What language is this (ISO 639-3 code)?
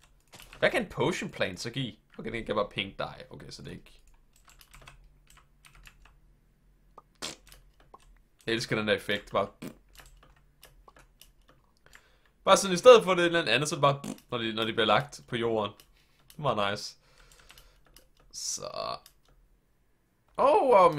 dan